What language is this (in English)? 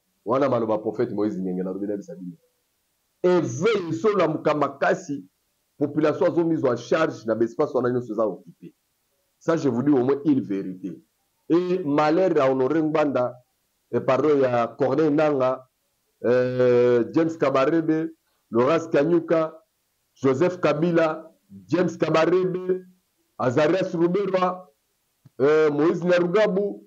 Lingala